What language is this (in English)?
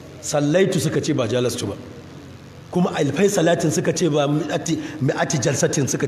Hausa